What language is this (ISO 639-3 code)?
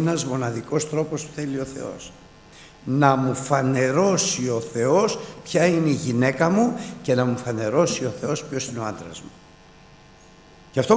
ell